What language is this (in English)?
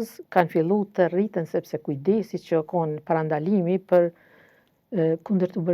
Albanian